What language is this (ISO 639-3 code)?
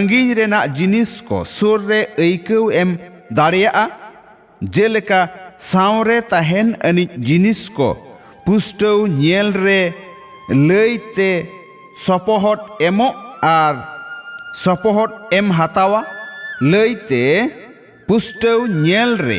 sat